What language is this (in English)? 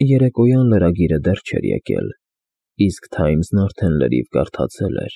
Armenian